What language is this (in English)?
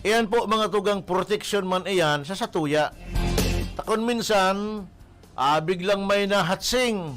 Bikol